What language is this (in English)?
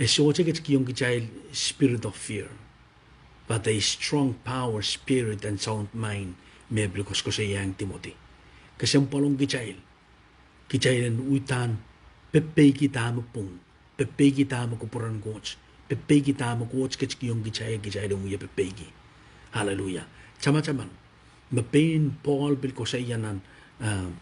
Pohnpeian